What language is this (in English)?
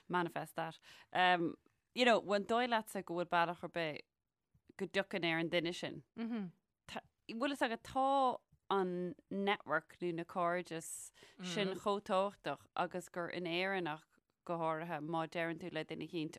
Irish